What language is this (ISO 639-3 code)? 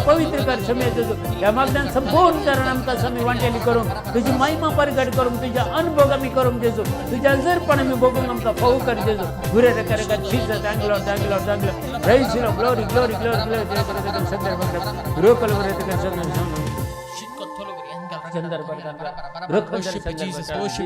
kok